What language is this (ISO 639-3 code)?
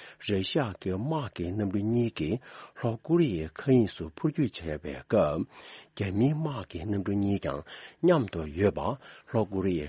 bod